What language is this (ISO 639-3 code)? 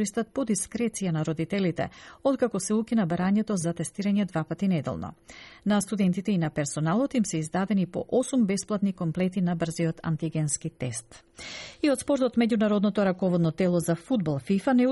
mkd